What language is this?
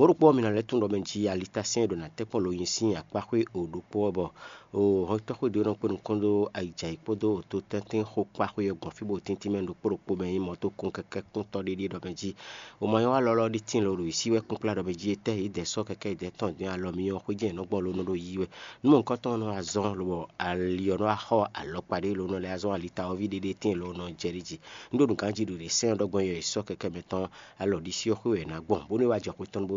Fon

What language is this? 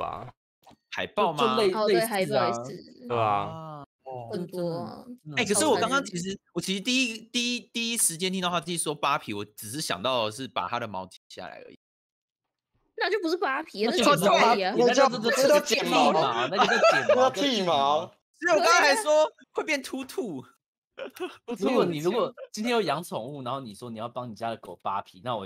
Chinese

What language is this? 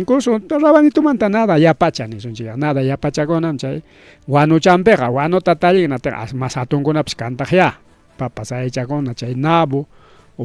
Ayacucho Quechua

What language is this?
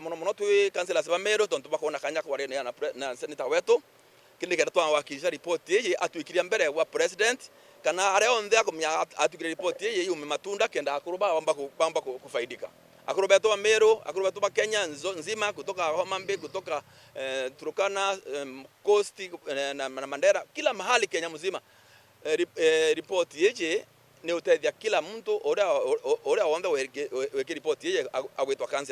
Meru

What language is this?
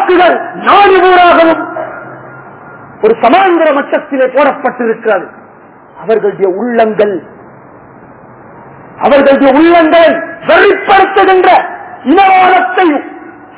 Tamil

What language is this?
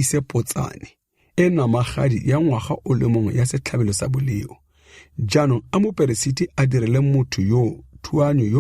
Tswana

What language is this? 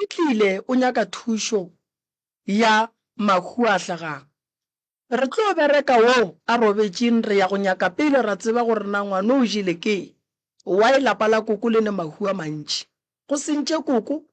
Northern Sotho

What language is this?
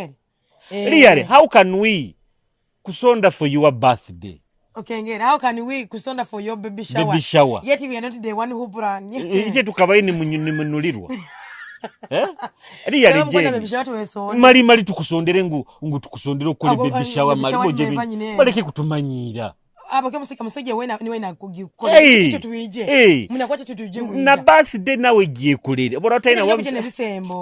Nyoro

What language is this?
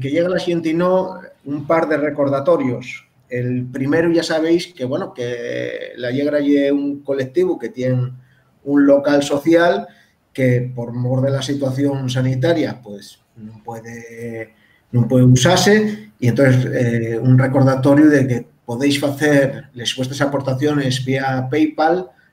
Asturian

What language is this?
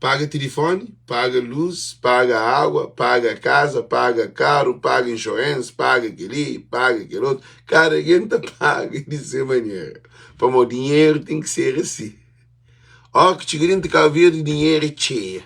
Kabuverdianu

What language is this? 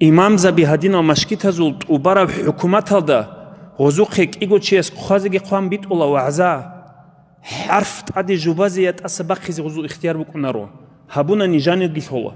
Avaric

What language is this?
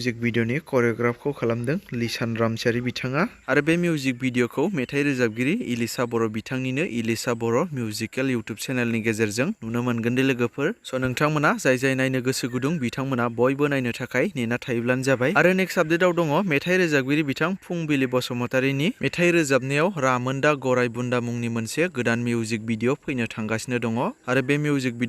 Bodo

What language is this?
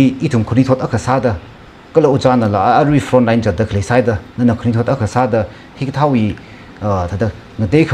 Tangkhul Naga (India)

